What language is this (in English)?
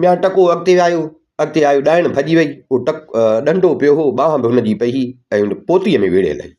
Sindhi